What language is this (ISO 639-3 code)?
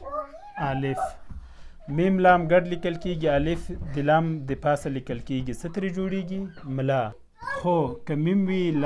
pus